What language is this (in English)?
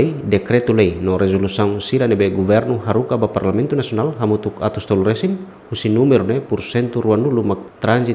Tetum